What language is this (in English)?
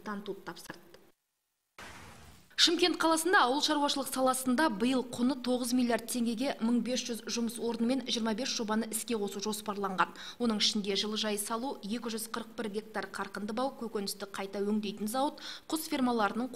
Kazakh